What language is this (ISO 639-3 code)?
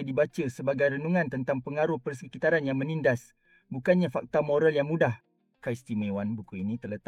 msa